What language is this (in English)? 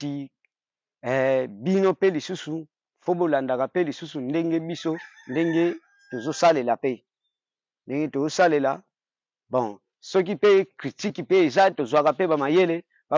Lingala